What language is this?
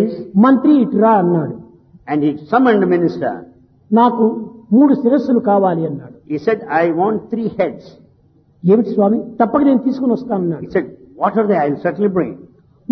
Telugu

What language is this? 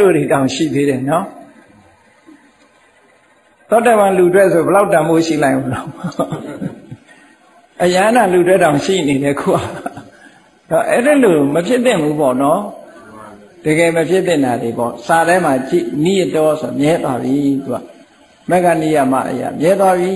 Burmese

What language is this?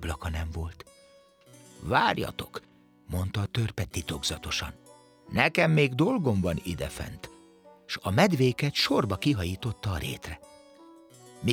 Hungarian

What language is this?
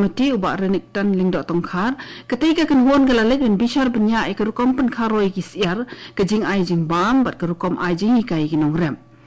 Khasi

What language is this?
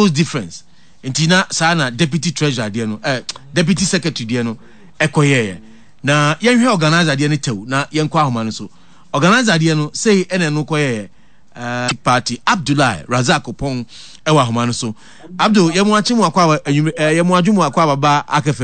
Akan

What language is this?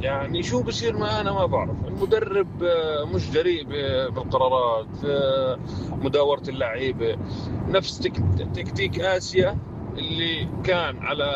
North Levantine Arabic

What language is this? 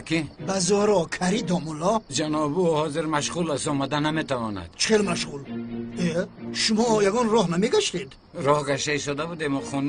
Tajik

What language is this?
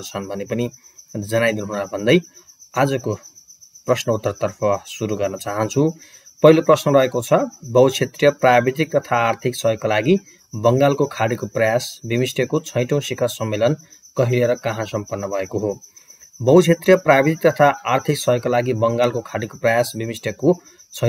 Nepali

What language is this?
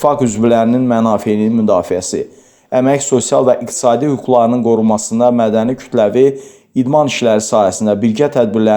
Azerbaijani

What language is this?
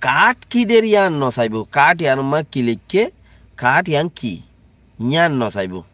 Rohingya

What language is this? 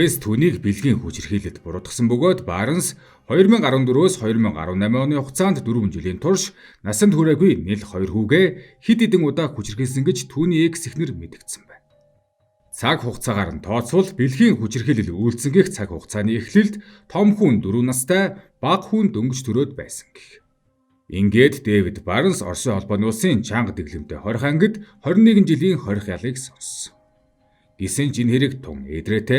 Mongolian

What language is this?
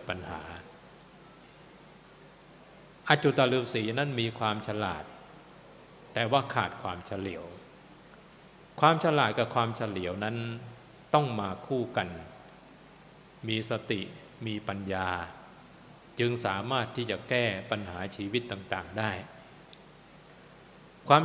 Thai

